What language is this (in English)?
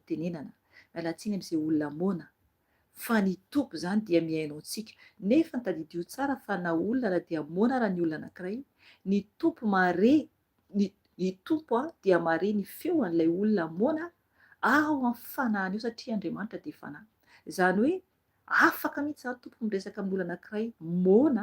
Malagasy